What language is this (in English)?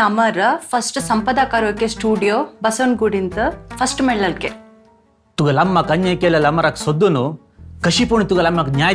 Konkani